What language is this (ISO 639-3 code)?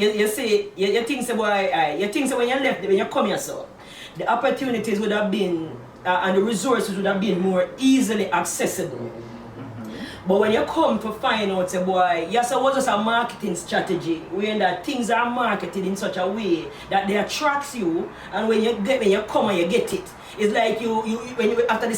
jam